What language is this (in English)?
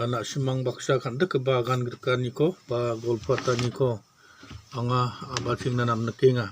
Garo